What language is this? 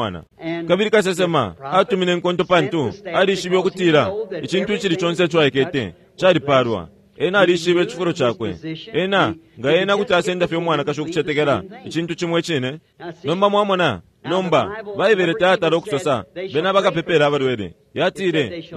Bemba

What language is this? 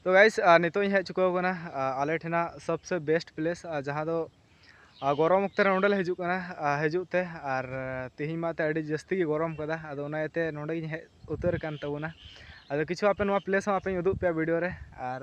Santali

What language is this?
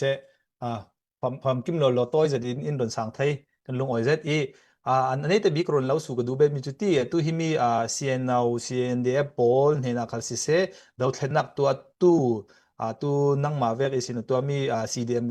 Falam Chin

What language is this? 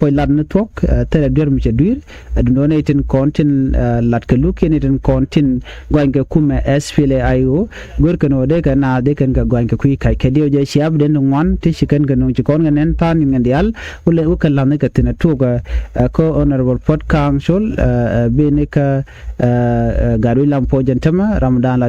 Nuer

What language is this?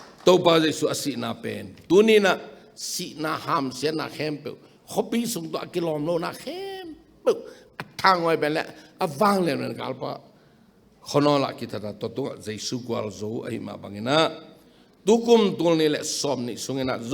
Tedim Chin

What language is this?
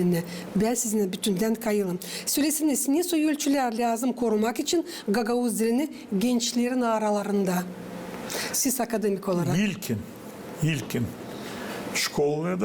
Gagauz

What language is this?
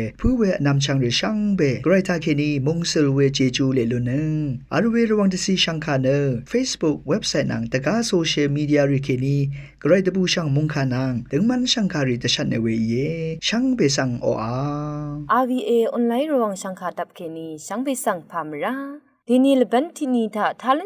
Rawang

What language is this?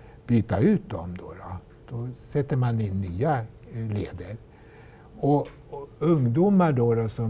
Swedish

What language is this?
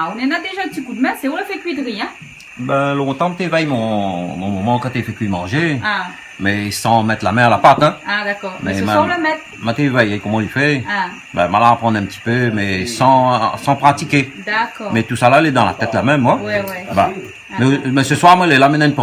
Réunion Creole French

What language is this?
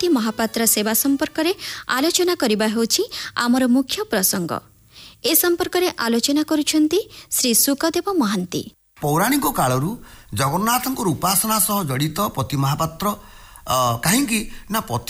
Odia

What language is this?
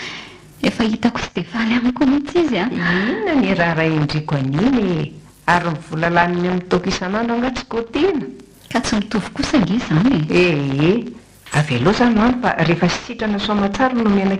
Malagasy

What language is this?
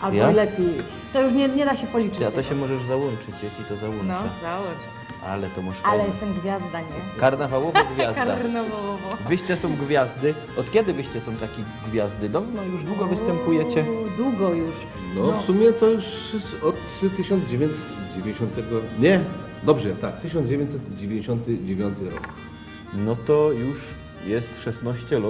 Silesian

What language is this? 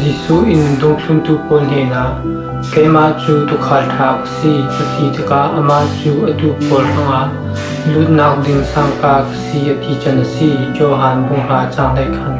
Falam Chin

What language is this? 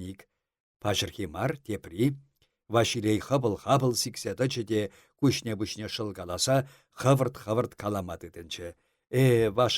Chuvash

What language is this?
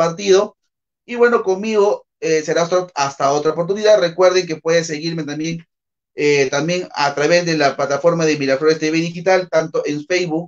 Spanish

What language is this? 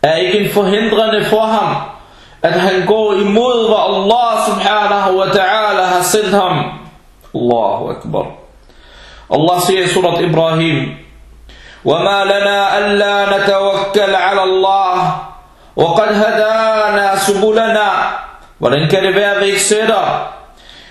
Danish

